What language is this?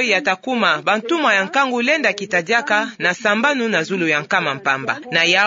Kituba (Democratic Republic of Congo)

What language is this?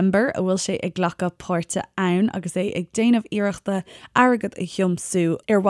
Irish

